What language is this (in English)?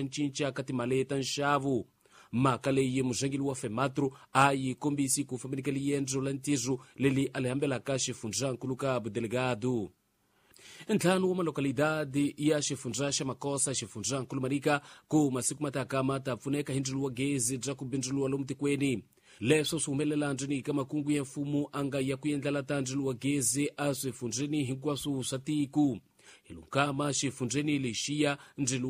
Tsonga